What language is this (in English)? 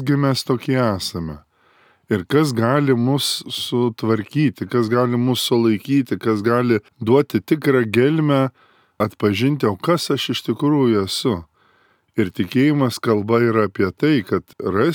Lithuanian